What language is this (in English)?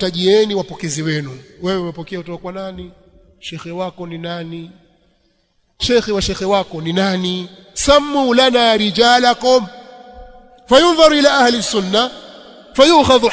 Swahili